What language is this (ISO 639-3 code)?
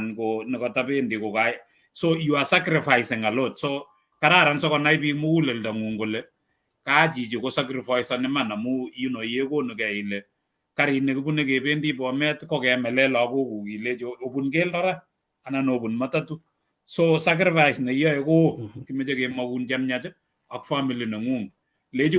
kln